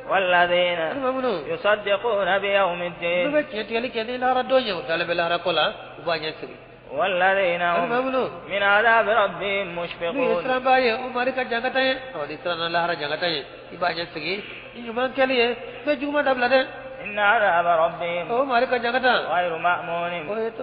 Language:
Bambara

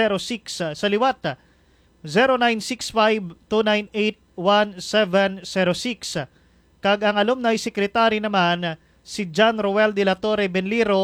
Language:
Hiligaynon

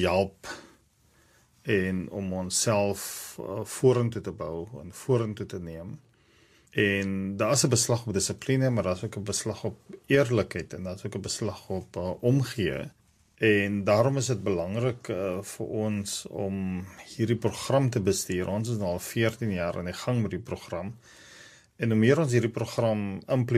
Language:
Afrikaans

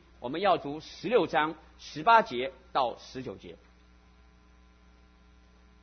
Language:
Chinese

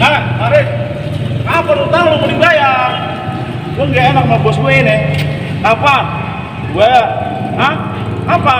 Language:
Betawi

